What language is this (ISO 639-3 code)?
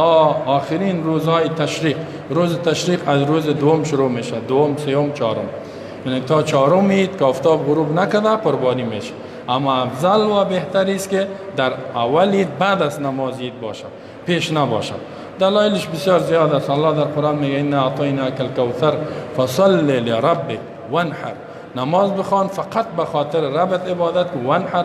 fas